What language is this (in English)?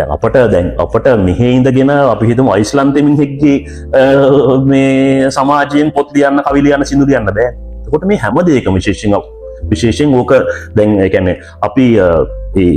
Sinhala